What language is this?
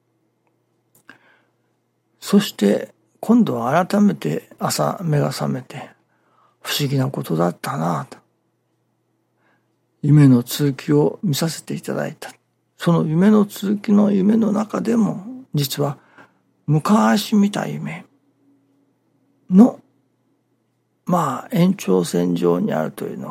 Japanese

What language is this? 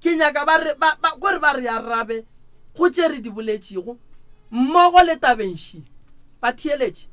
Northern Sotho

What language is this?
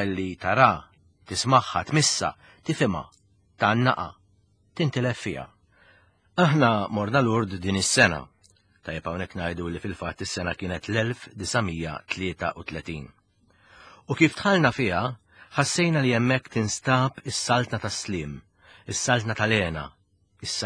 Maltese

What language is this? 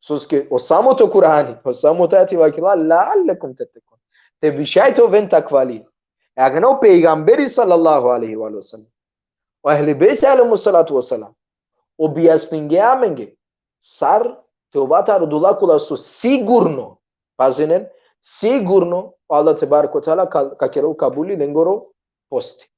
Balkan Romani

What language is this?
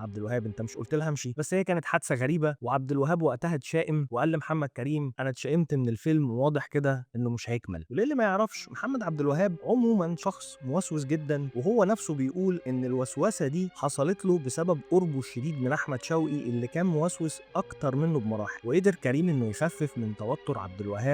Egyptian Arabic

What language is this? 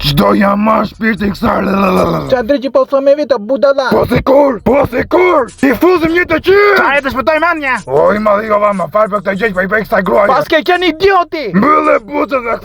Albanian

